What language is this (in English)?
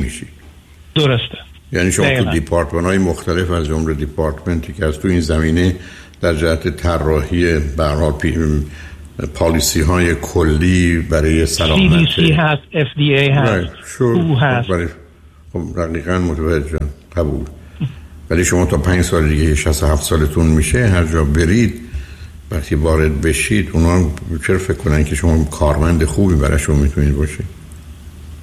Persian